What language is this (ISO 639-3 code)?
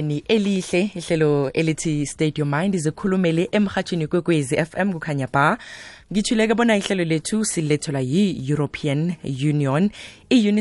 nbl